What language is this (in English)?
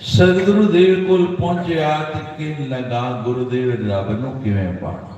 Dogri